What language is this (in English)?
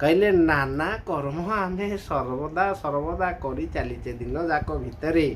Odia